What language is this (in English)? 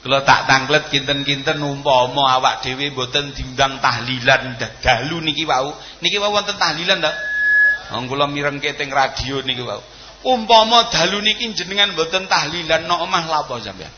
Javanese